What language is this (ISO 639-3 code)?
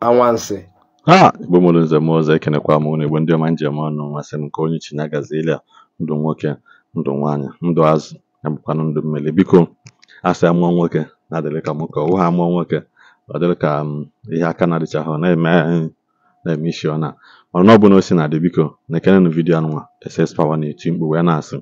ibo